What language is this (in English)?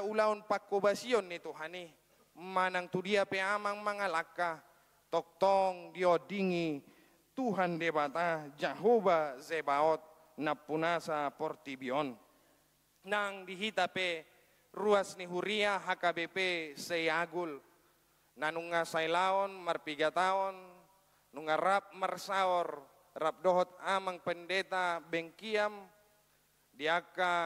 Batak Toba